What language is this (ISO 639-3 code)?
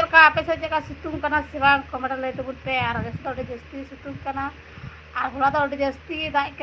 sat